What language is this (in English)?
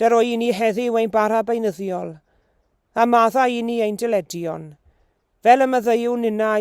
Welsh